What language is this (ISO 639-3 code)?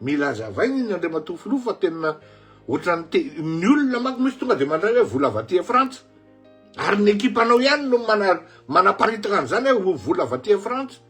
mlg